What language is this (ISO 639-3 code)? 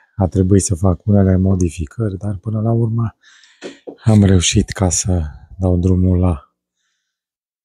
ron